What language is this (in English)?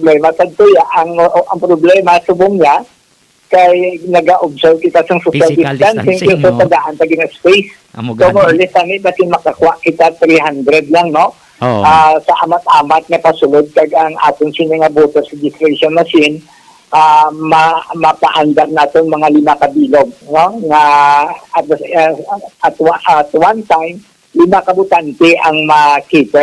Hiligaynon